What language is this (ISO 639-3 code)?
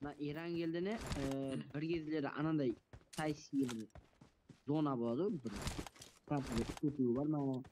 kaa